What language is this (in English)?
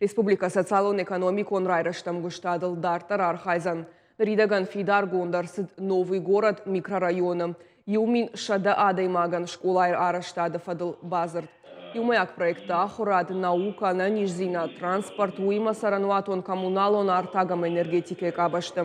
Ossetic